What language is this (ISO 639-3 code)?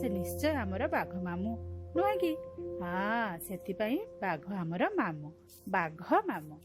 ori